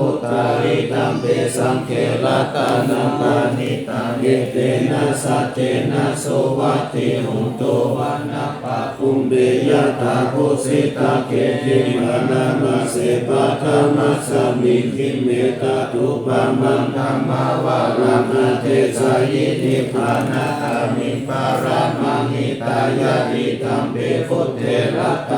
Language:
Pali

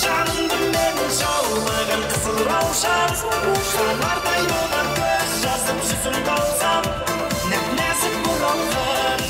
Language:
Kara-Kalpak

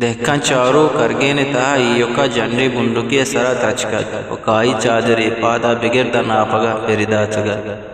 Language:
Eastern Balochi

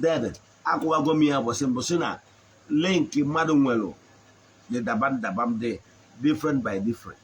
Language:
Igbo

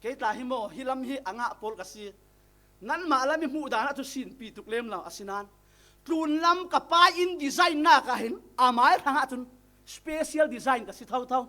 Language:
Falam Chin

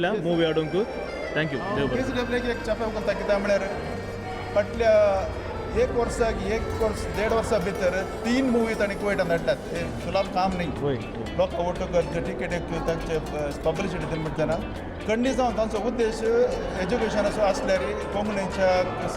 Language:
Konkani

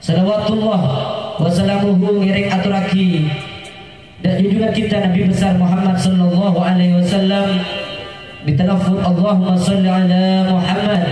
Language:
Madurese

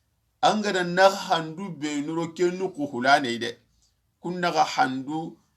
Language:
Soninke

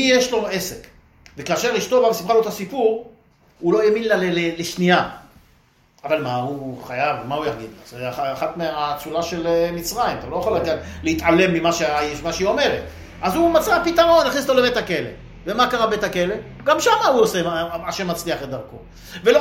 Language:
Hebrew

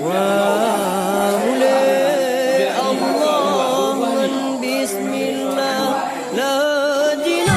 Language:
Achinese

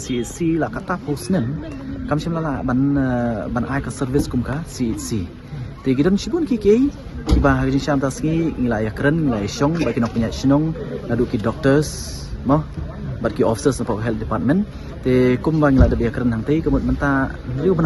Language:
Khasi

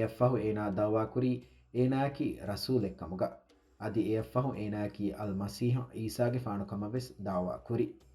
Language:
Divehi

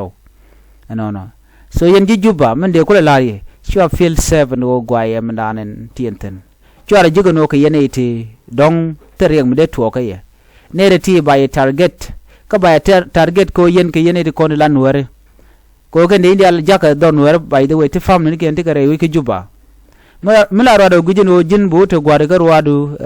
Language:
Nuer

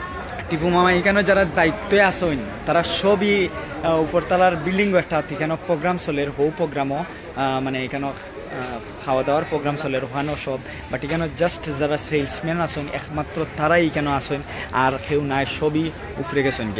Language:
Sylheti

